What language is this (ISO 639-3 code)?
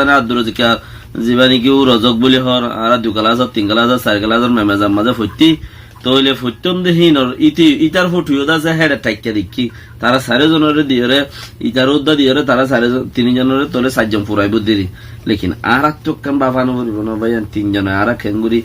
rhg